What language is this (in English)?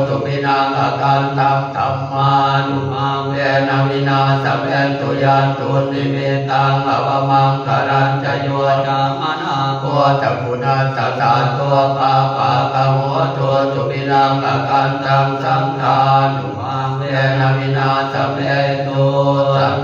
Pali